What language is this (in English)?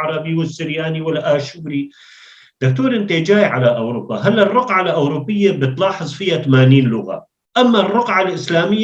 North Levantine Arabic